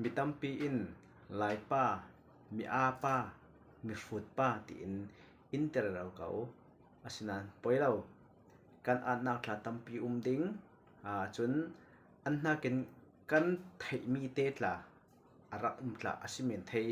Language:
Falam Chin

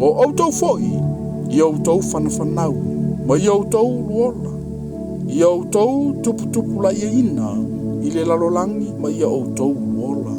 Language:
Samoan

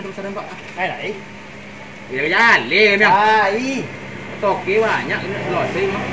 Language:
Minangkabau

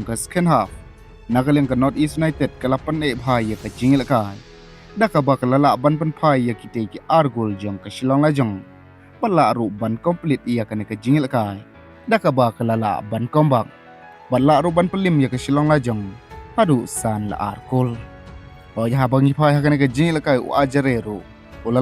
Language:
Khasi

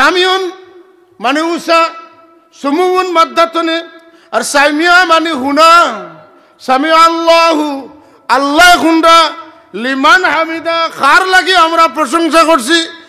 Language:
Sylheti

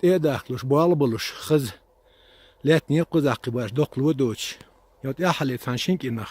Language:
Chechen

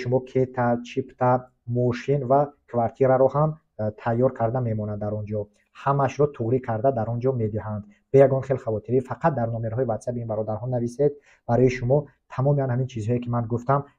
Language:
Tajik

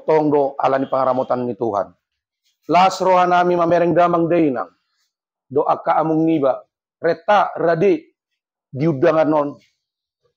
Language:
Batak Toba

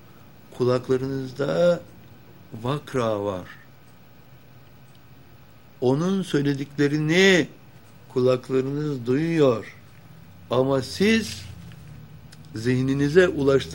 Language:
Turkish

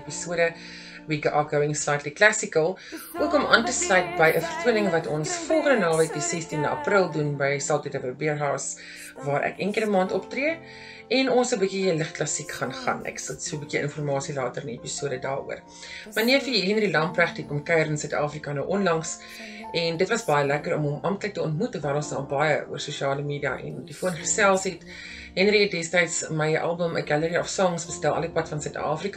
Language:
Afrikaans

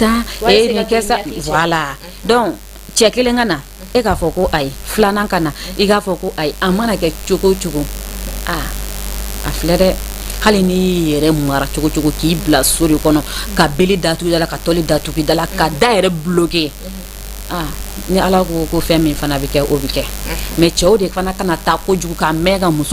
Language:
Bambara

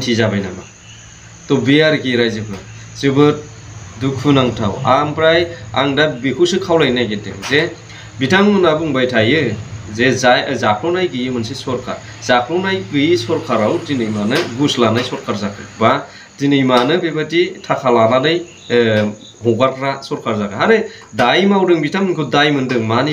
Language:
Bodo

